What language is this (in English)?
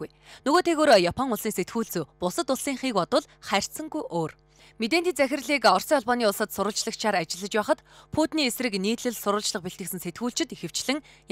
Mongolian